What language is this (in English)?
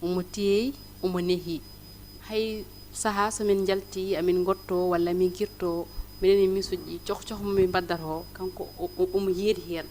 Fula